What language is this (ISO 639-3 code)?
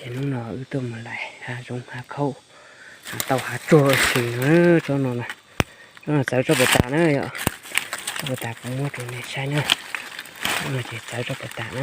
hmn